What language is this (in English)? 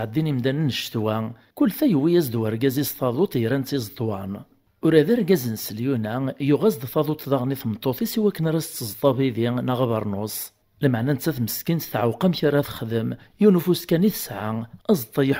Kabyle